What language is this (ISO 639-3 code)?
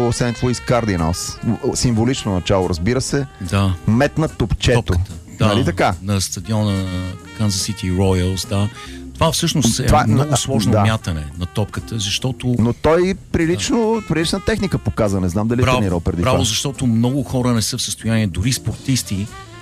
bul